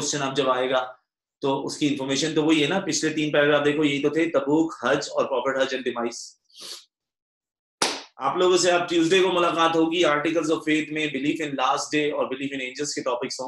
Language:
Hindi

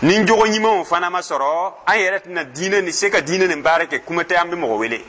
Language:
Dyula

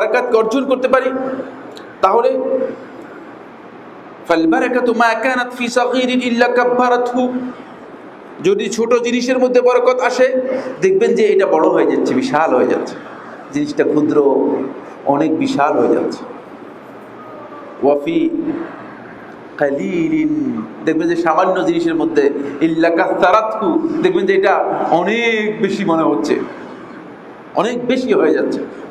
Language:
Bangla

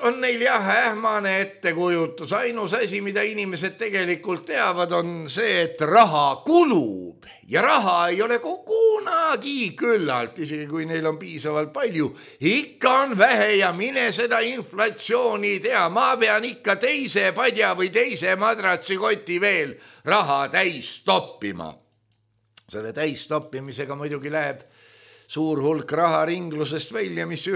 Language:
Estonian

